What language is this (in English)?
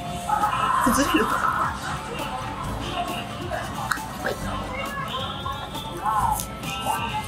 Japanese